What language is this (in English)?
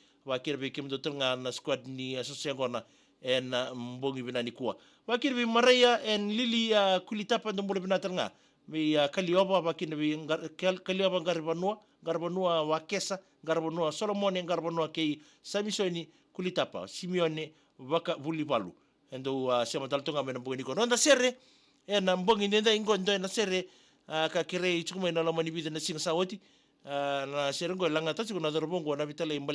Fijian